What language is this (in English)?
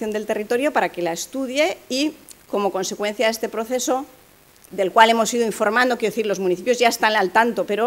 Spanish